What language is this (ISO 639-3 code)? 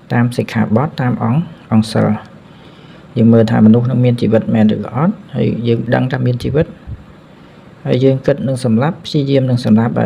khm